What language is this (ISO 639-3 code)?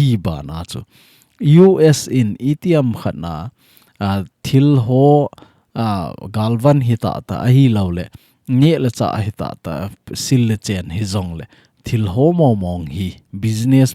tcz